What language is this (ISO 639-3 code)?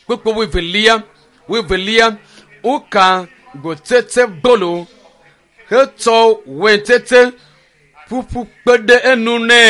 ewe